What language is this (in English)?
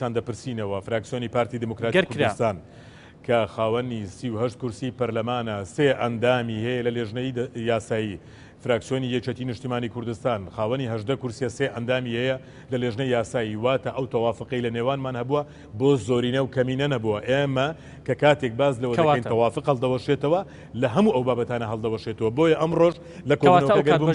Central Kurdish